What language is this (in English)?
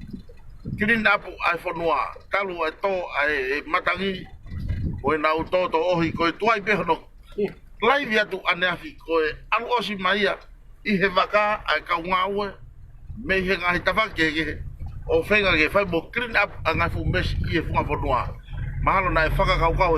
Tongan